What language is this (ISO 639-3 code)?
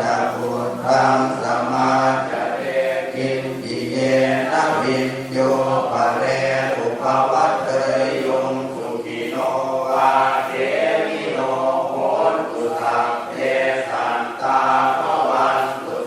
pli